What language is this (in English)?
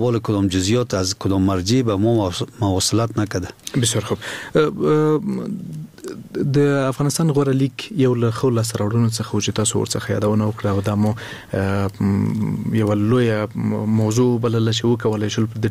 Persian